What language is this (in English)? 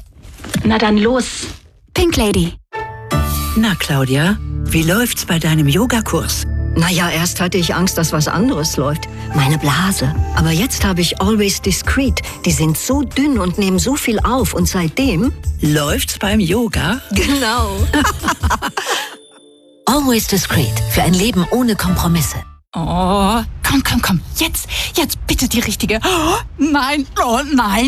German